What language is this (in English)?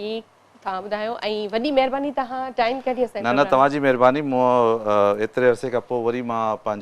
Sindhi